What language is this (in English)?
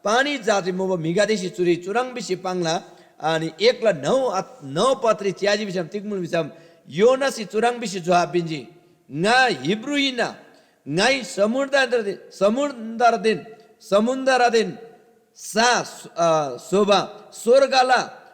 Eastern Tamang